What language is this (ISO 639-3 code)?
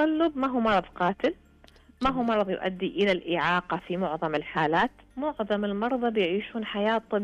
ars